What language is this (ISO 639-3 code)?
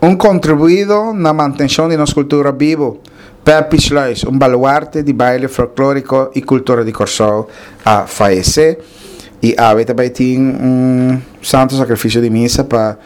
pap